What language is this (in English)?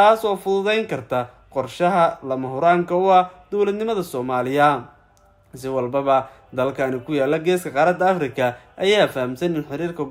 Somali